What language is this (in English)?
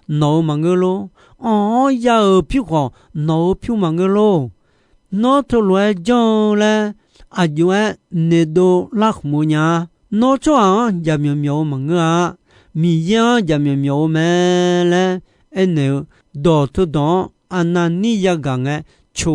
Akha